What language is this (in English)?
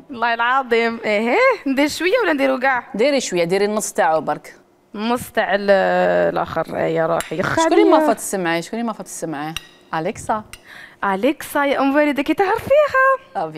Algerian Arabic